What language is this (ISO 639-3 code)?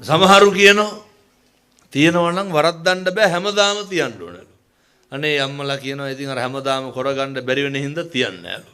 sin